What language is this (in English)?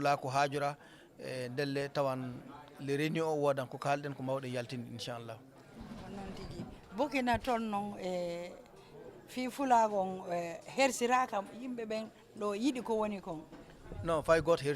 Fula